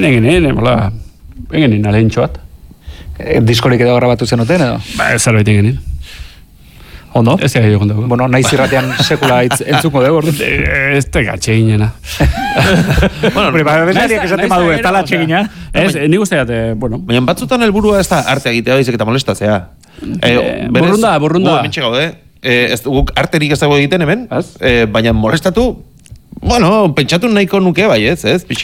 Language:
Basque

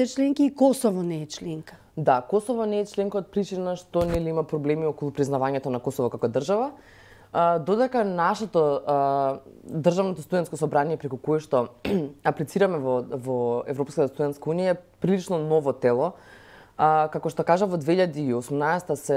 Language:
Macedonian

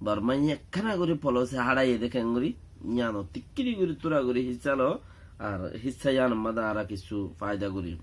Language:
Rohingya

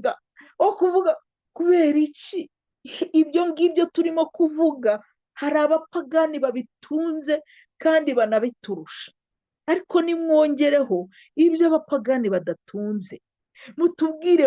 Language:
Kinyarwanda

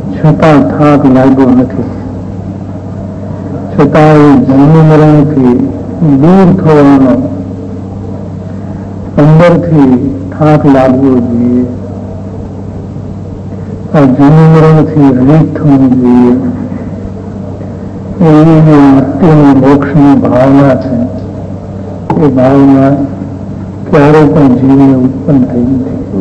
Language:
Gujarati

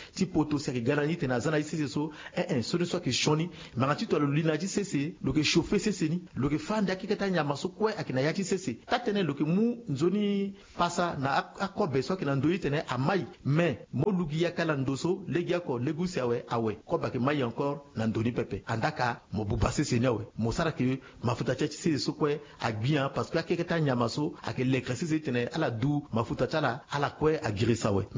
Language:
Sango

